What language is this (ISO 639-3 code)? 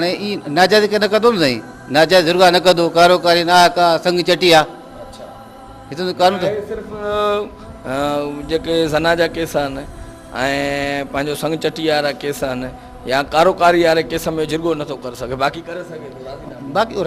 snd